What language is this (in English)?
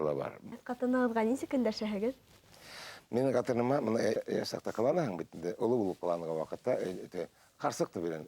Bashkir